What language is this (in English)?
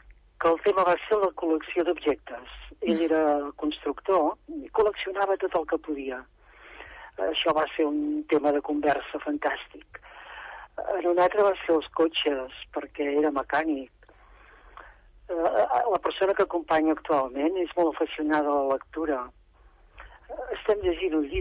Catalan